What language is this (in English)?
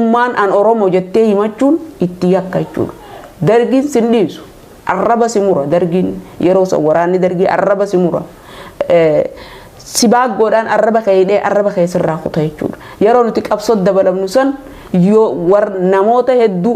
Oromo